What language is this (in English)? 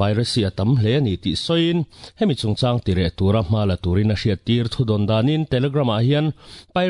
Mizo